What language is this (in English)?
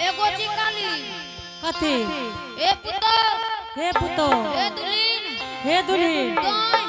Angika